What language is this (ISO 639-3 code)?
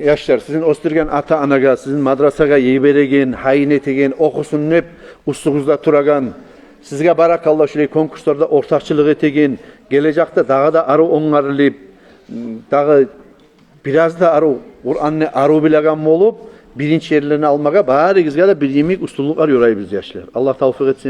kum